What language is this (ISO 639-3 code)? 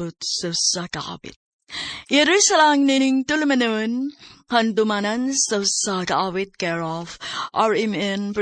ceb